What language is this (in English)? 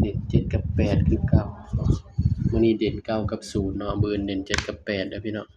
Northeastern Thai